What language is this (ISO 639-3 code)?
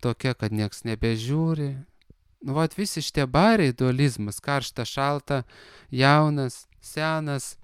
lit